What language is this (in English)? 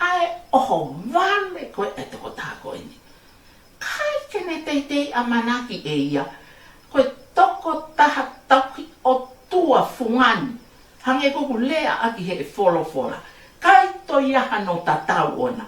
Tongan